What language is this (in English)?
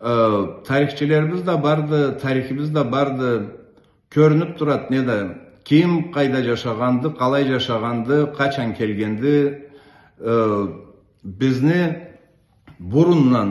Karachay-Balkar